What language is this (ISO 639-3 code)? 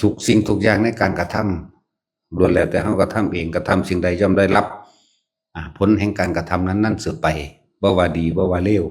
lao